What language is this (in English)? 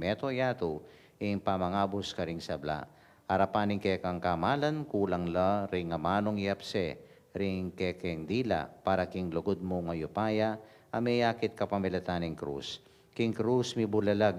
Pampanga